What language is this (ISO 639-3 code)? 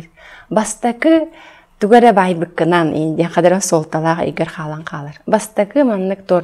sah